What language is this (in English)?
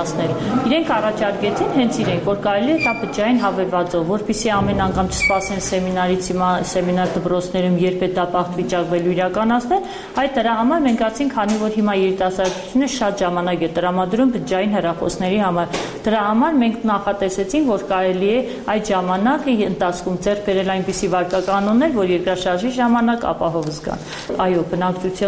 Armenian